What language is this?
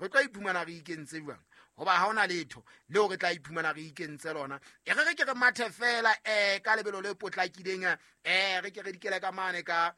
Southern Sotho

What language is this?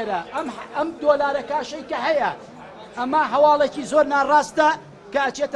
Central Kurdish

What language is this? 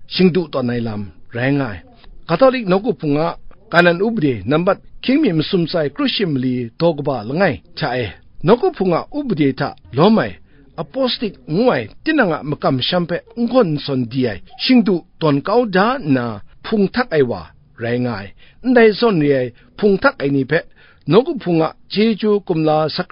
Kachin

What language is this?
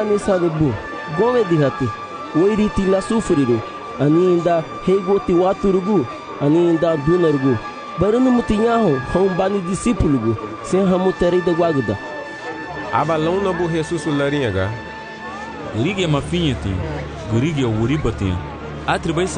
Garifuna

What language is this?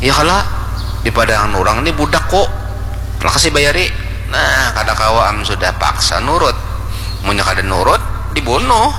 Banjar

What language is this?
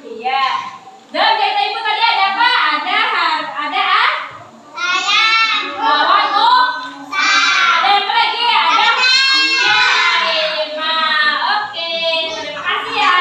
Banjar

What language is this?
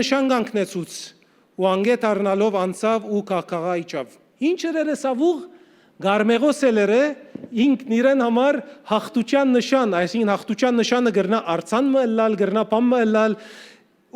Western Armenian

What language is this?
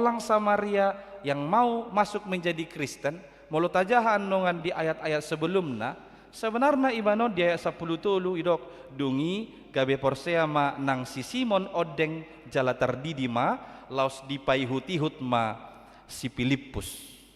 Batak Toba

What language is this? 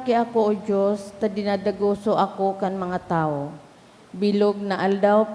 Bikol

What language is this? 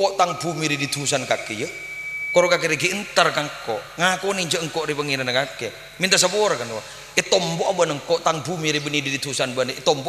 Madurese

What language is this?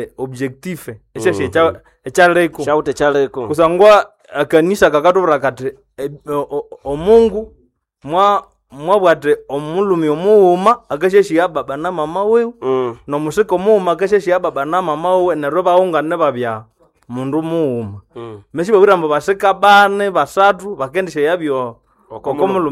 Nande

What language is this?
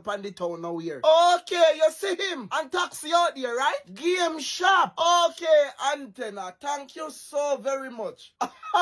Jamaican Creole English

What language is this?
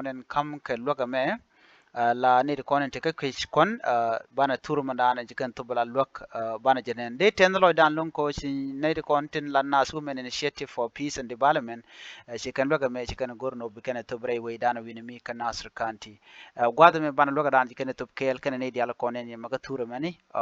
Nuer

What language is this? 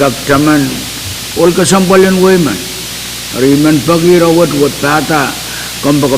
Pohnpeian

